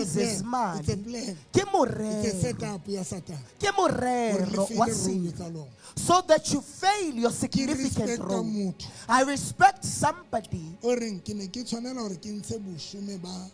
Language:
Southern Sotho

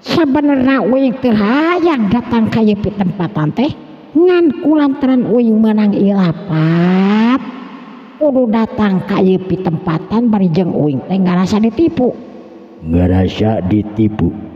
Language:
Sundanese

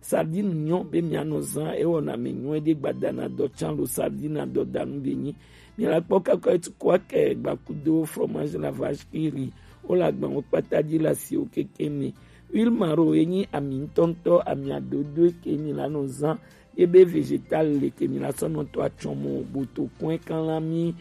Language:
Gen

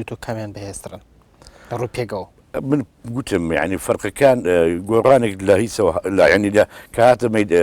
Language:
Central Kurdish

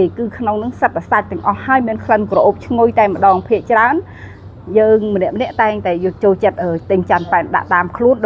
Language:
Khmer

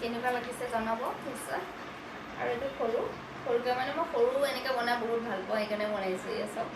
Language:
Assamese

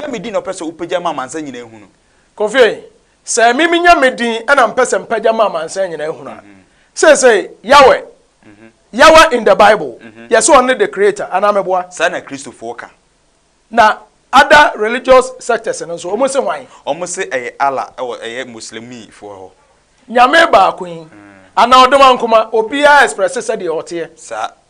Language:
Akan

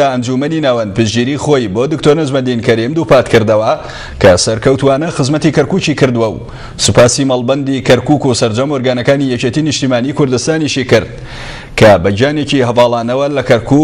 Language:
Central Kurdish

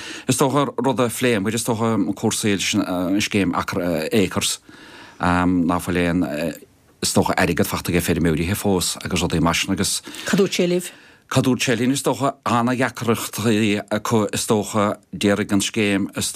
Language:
Irish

